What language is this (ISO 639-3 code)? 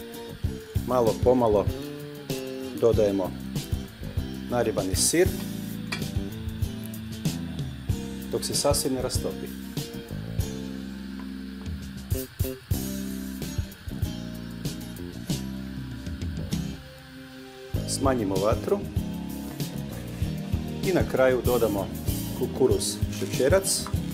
hrv